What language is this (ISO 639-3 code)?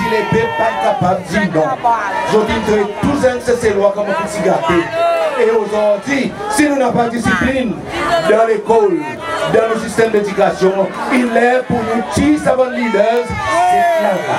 crs